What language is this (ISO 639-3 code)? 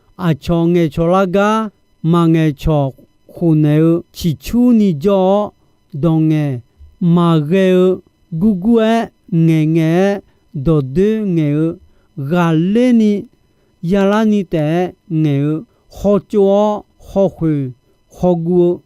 ahk